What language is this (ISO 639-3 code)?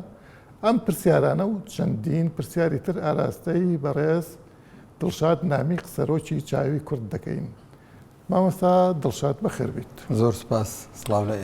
ckb